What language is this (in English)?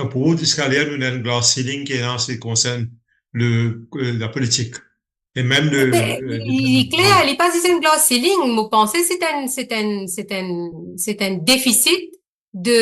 Morisyen